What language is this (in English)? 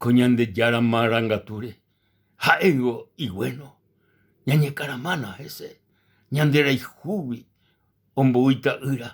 Guarani